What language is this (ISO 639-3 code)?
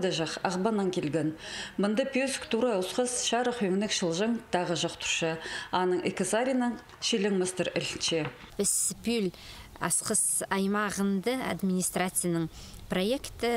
kjh